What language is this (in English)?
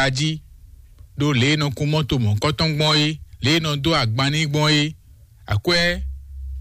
Fon